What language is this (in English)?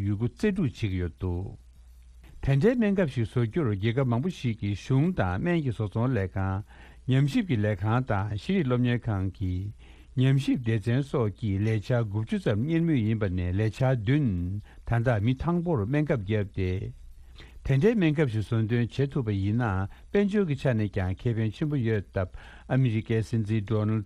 Tibetan